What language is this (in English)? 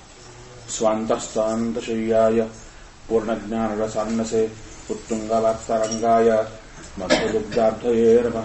Kannada